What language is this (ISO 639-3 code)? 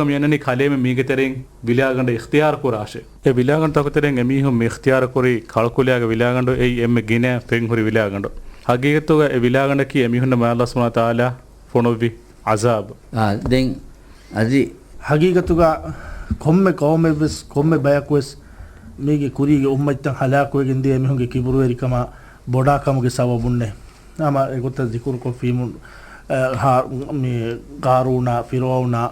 div